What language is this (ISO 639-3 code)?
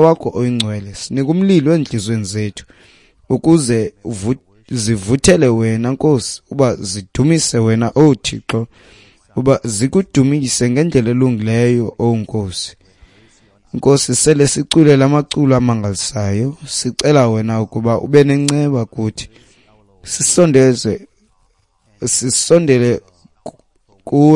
xho